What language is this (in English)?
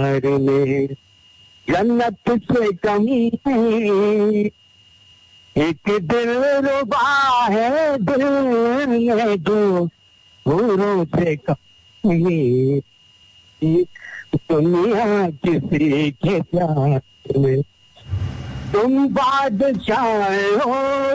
Hindi